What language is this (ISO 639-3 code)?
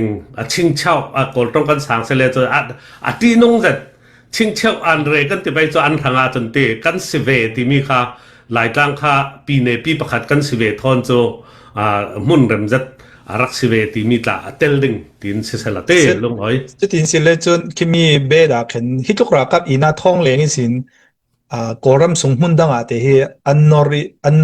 cfm